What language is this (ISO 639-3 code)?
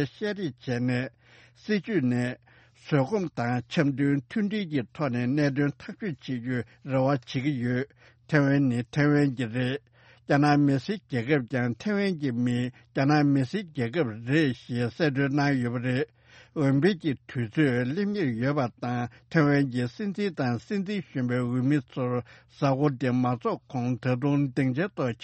bod